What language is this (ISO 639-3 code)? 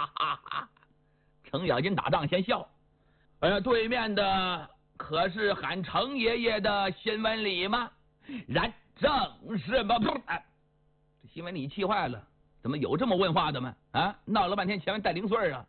zho